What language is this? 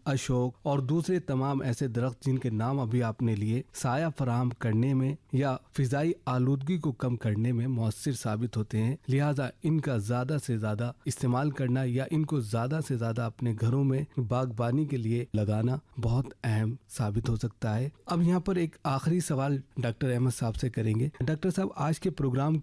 Hindi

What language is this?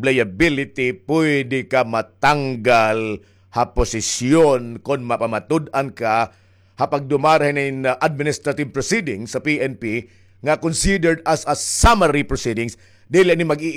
Waray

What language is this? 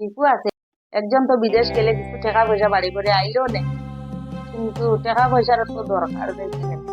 Sylheti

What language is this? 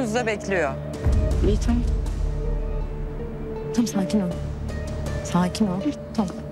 Turkish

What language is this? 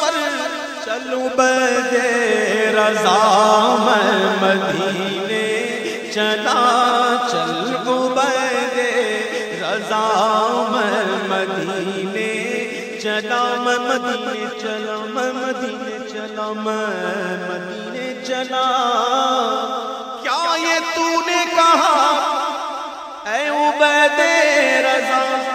Urdu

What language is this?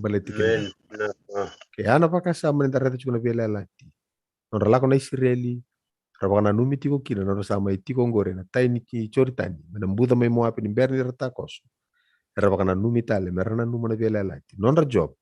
Fijian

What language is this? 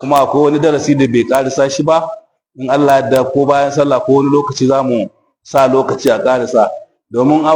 Hausa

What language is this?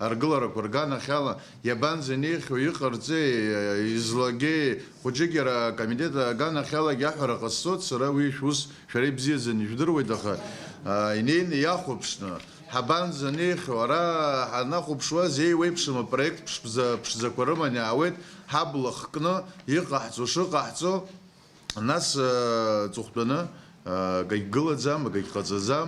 Abkhazian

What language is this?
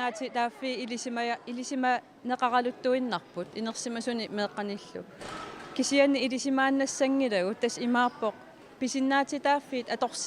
Kalaallisut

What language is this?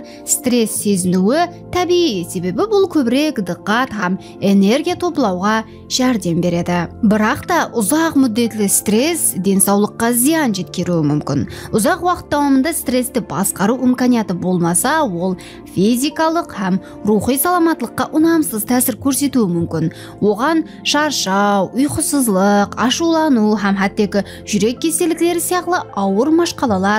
Kara-Kalpak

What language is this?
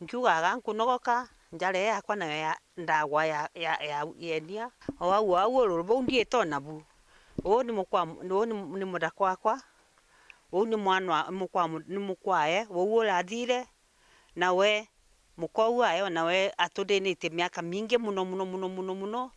Meru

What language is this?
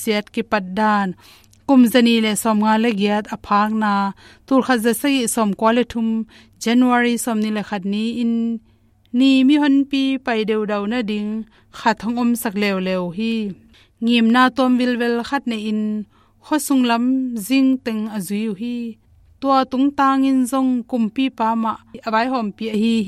Tedim Chin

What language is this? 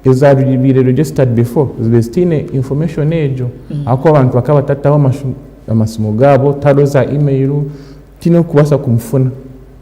Nyankole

